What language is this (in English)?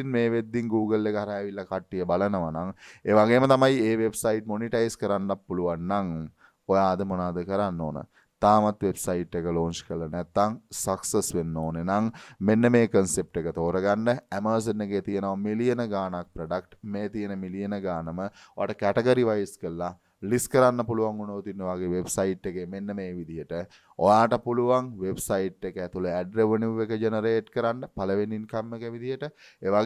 Sinhala